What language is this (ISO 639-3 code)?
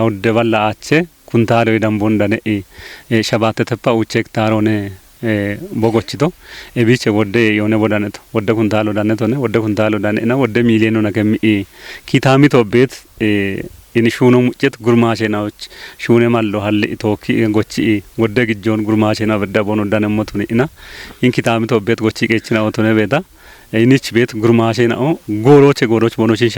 kbr